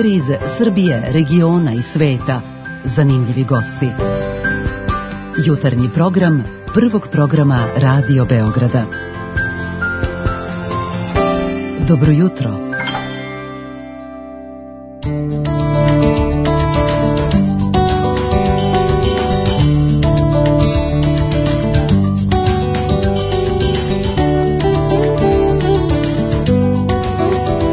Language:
Serbian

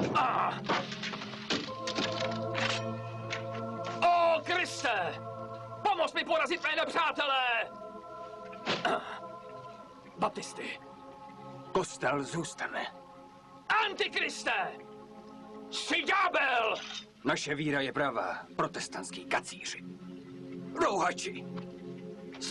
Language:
Czech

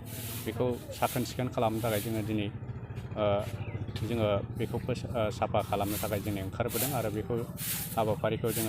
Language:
Bodo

